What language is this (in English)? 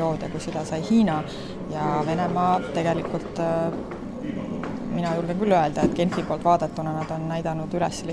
Estonian